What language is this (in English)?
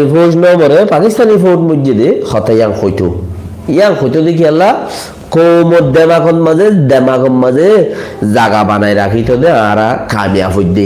Rohingya